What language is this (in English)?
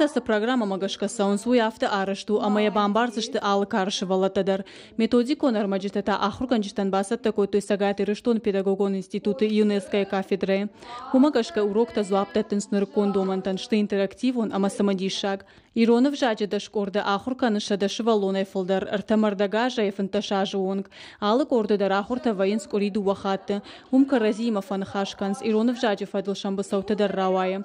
Ossetic